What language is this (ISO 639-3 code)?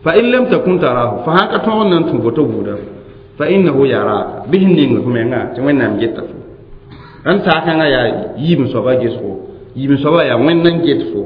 mos